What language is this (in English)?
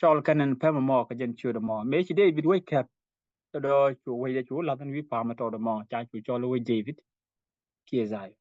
Nuer